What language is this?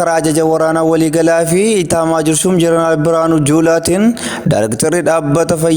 Oromo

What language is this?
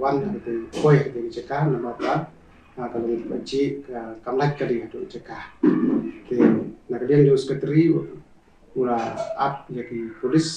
Khasi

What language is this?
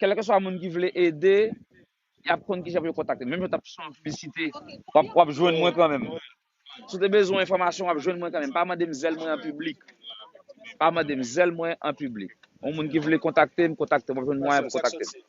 Haitian Creole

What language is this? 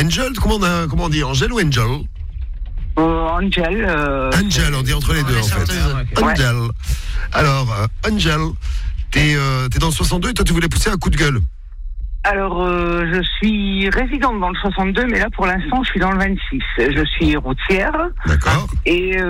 French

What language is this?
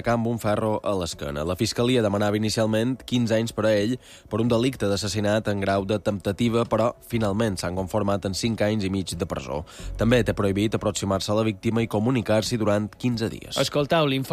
Catalan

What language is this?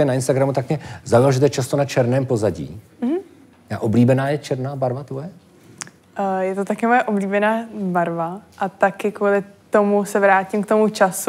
Czech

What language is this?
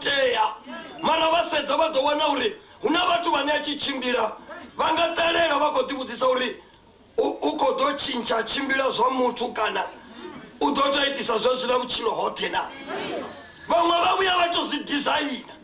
Venda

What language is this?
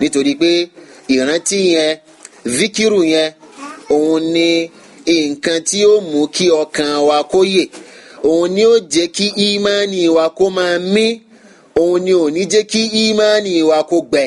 Yoruba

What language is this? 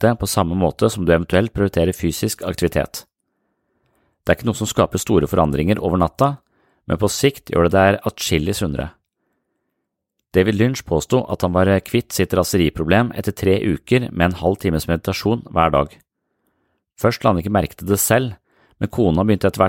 Norwegian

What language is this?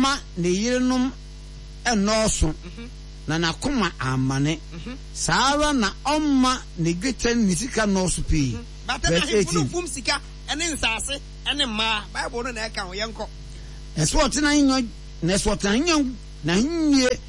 Akan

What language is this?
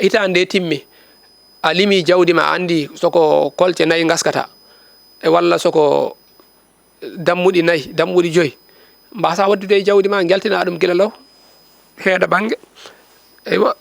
Fula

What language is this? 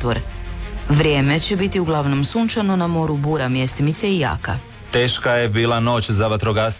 Croatian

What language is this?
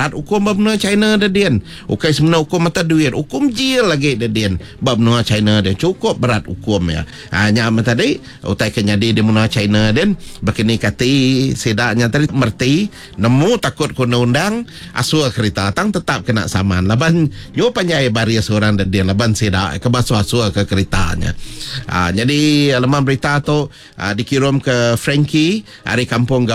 Iban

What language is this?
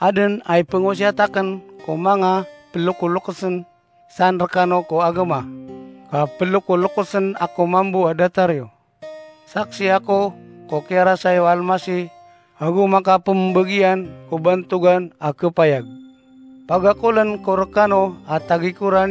Maranao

